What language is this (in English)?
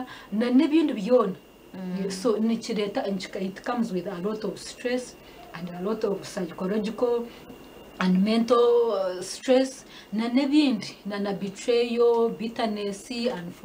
Nyankole